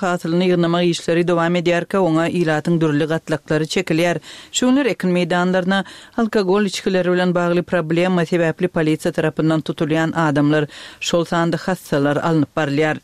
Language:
Turkmen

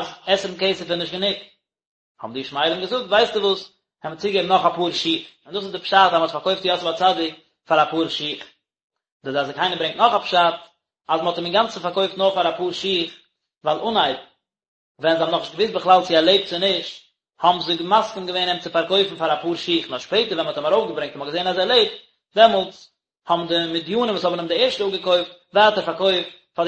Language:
Yiddish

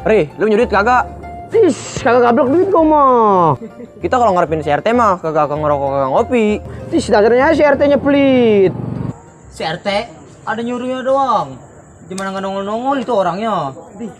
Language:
Betawi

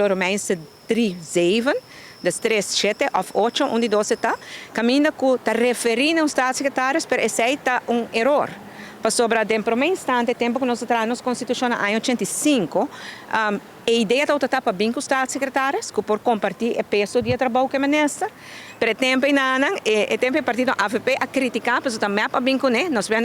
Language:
Papiamento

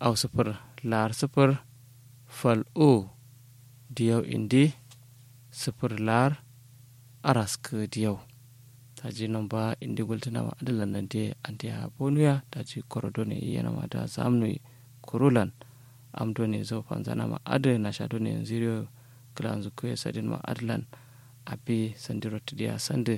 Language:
Kanuri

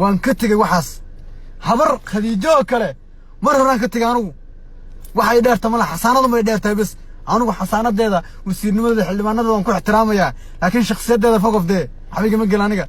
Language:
Somali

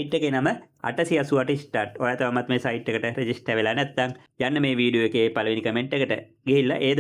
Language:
Sinhala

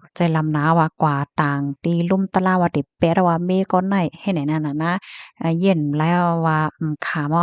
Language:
Shan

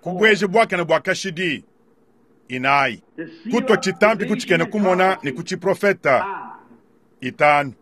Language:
Luba-Lulua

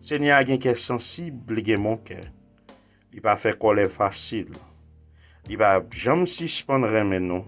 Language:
Haitian Creole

